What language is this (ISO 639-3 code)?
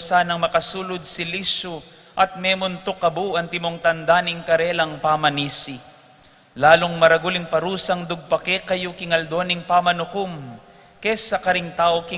pam